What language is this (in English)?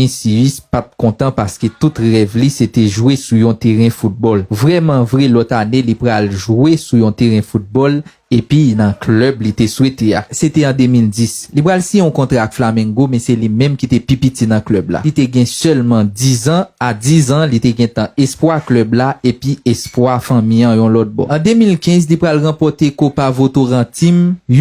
Haitian Creole